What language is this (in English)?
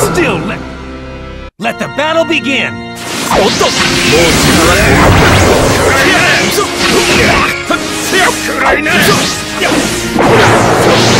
Japanese